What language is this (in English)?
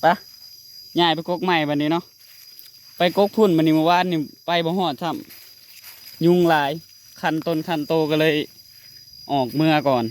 Northeastern Thai